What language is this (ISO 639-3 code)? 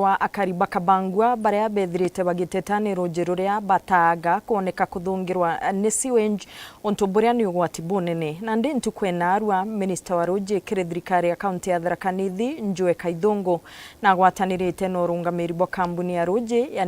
mer